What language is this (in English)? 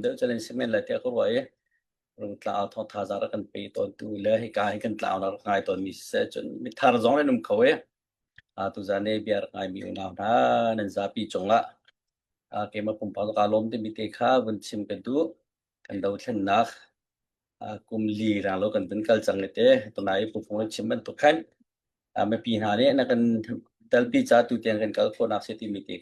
Hakha Chin